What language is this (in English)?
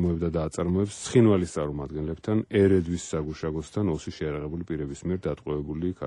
Georgian